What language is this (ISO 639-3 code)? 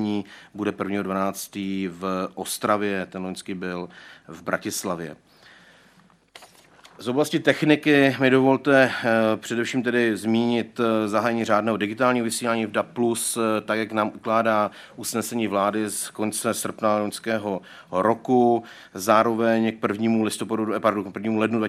ces